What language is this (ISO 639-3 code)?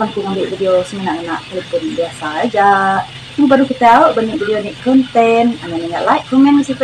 iba